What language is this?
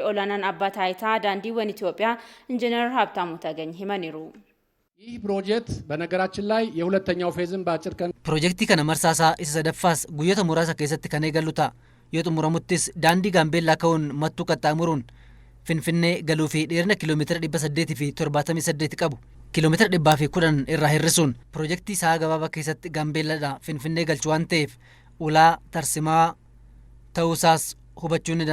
Oromo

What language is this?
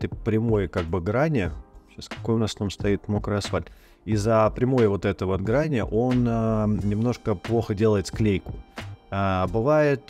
Russian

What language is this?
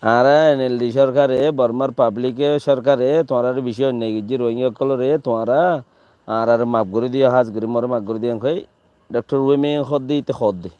Rohingya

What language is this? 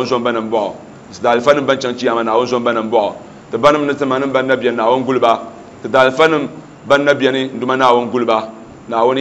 Dagbani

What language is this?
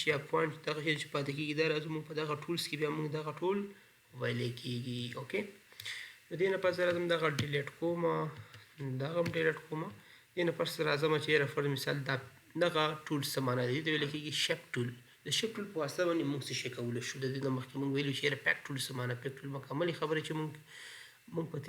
Pashto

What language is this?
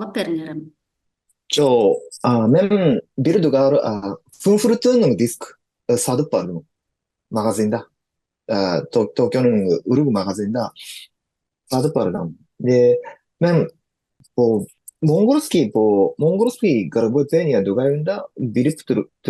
Tuvinian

